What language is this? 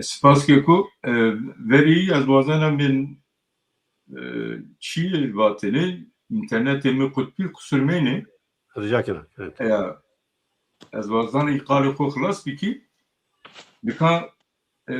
Zaza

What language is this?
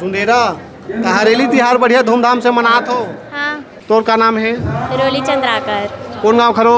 Chhattisgarhi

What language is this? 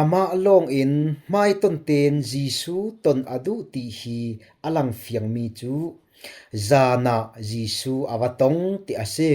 Falam Chin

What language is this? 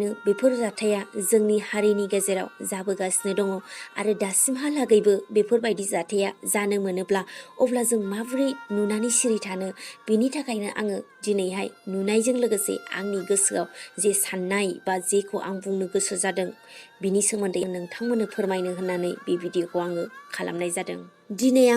Bodo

